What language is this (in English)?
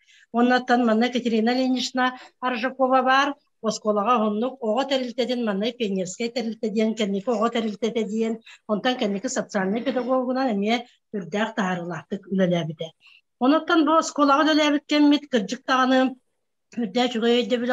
Yakut